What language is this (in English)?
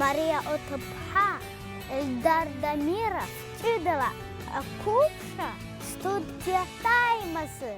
Abkhazian